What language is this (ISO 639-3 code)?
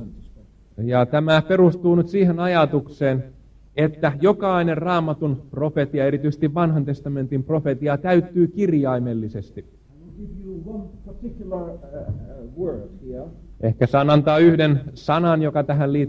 fin